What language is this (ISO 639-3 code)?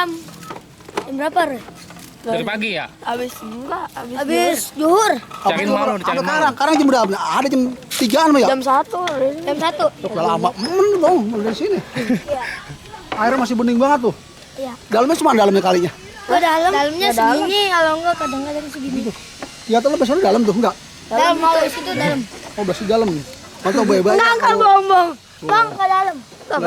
bew